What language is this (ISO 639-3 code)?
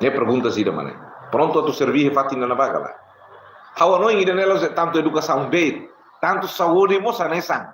tet